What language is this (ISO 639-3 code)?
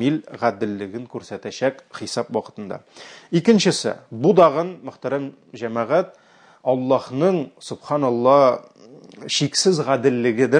tat